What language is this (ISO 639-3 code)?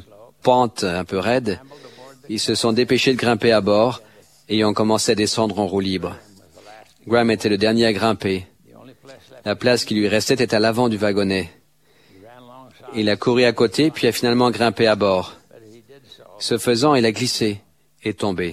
fra